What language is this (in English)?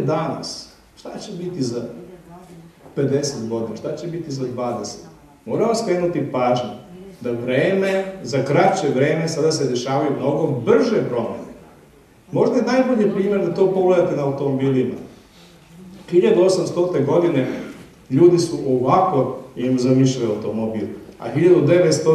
Serbian